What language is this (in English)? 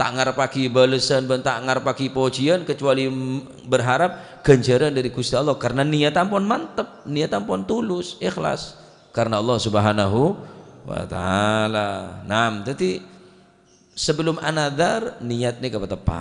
Madurese